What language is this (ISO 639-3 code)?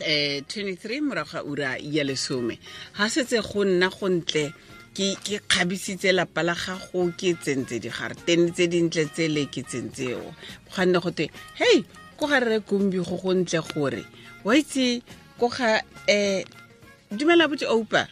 tsn